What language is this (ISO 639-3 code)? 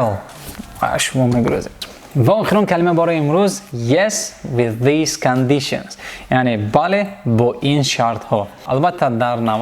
tgk